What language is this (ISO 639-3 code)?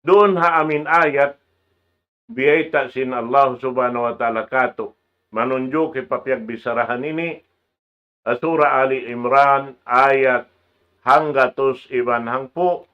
tsg